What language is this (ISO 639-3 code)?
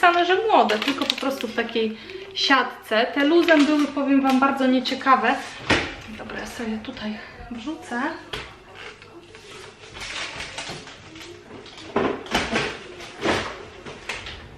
pol